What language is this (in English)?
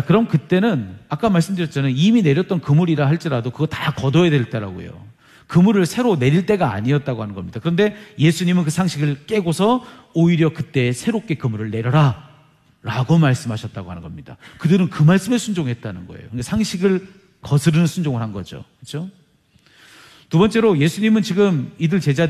Korean